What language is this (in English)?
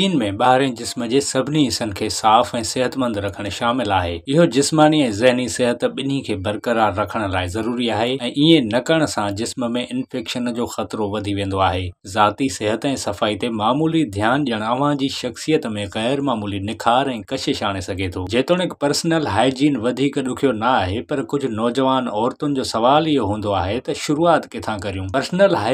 Sindhi